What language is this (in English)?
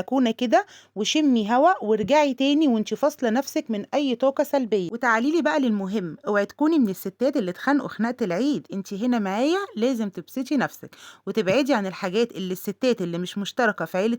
Egyptian Arabic